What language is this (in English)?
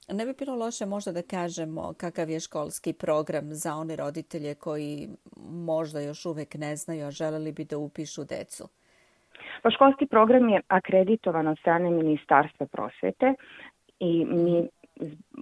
Serbian